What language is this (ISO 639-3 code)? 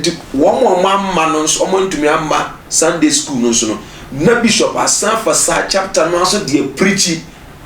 aka